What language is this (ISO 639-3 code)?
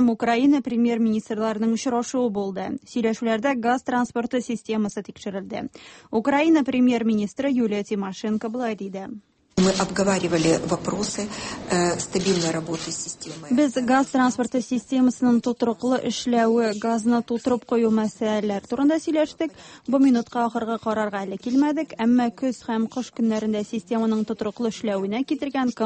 tat